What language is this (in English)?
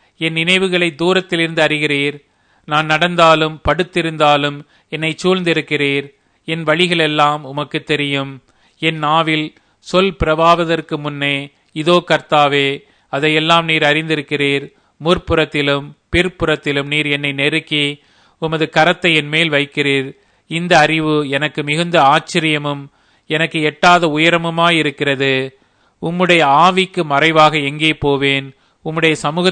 Tamil